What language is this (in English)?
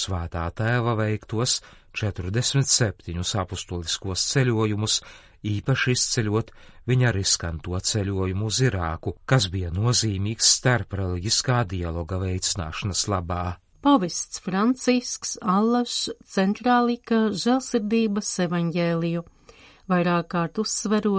Latvian